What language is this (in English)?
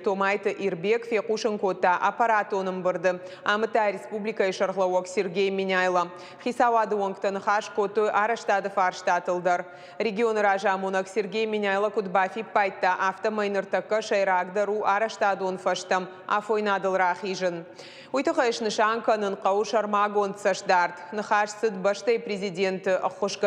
Ossetic